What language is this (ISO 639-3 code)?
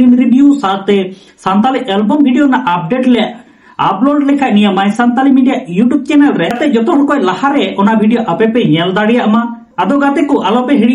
sat